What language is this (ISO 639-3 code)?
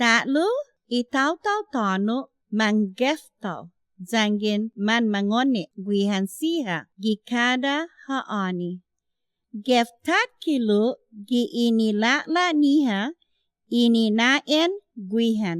cha